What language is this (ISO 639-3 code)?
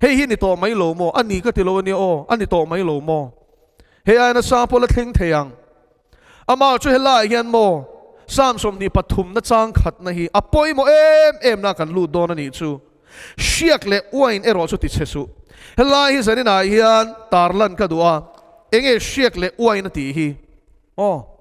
lus